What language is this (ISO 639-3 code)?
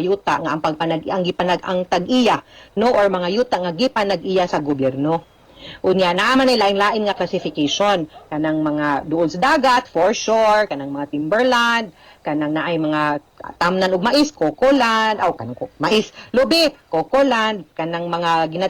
ceb